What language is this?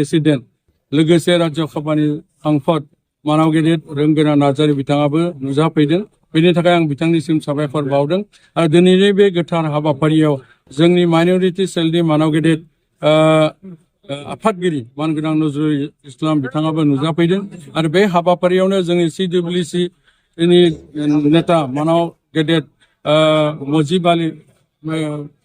Bodo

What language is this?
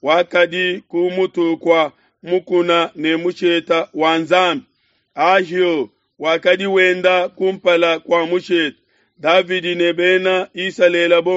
Luba-Lulua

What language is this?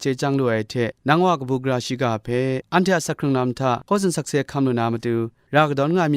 Kachin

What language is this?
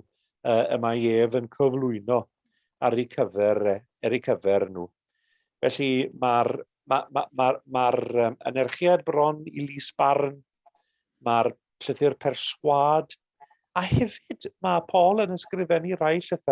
Welsh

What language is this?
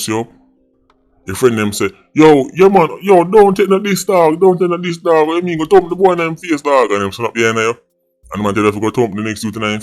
Jamaican Creole English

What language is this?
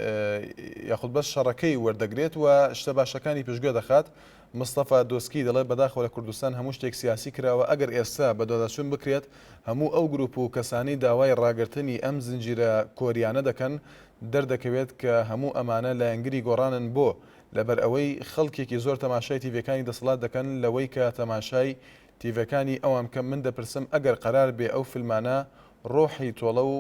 Central Kurdish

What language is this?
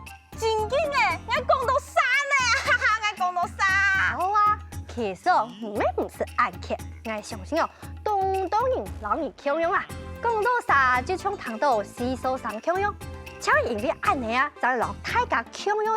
Hakka Chinese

